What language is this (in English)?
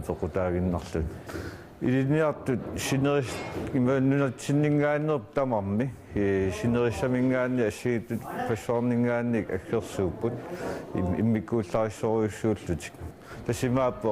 Kalaallisut